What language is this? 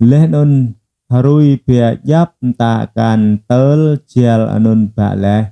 Jarai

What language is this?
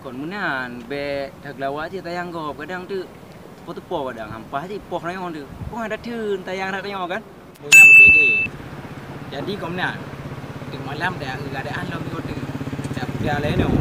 Achinese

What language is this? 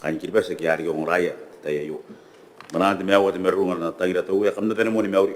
Gilbertese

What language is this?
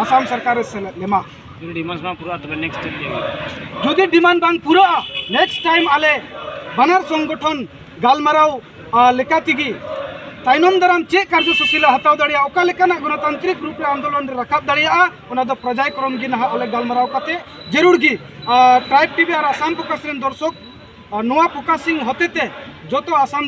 Santali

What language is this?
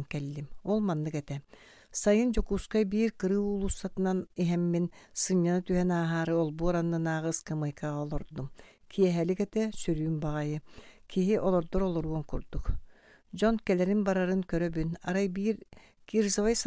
Yakut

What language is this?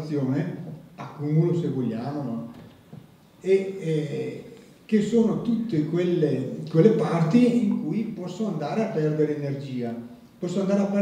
Italian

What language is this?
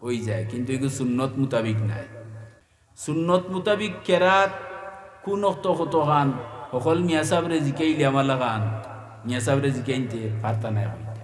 Sylheti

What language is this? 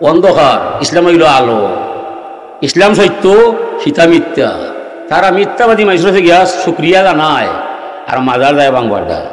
Sylheti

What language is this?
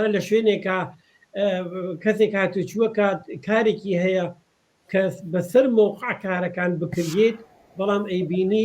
Central Kurdish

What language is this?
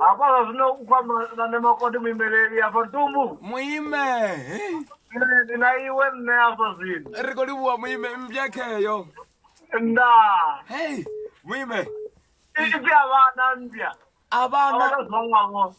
Venda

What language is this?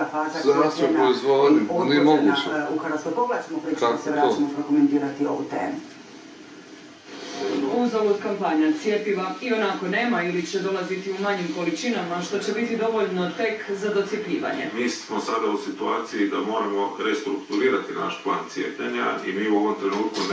Croatian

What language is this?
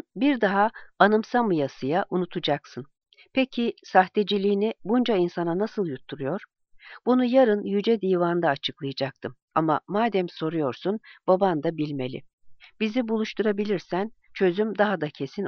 Turkish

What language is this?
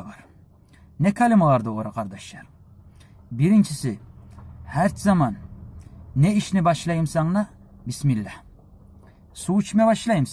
Kumyk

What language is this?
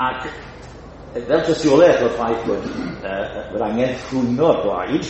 Welsh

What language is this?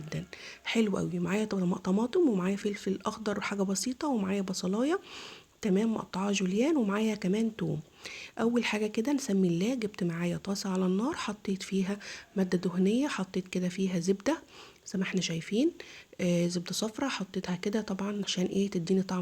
Egyptian Arabic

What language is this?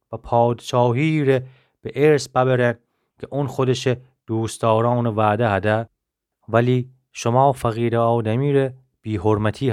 Gilaki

